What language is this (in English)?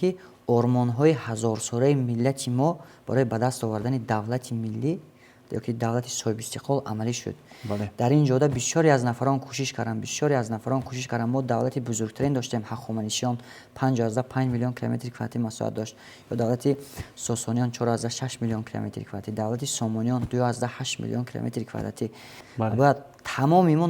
Tajik